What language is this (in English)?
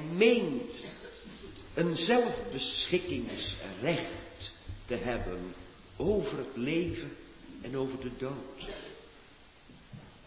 Dutch